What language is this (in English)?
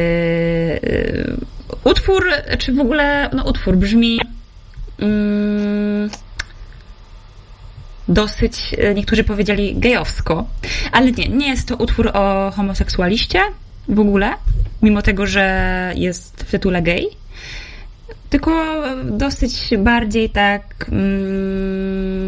Polish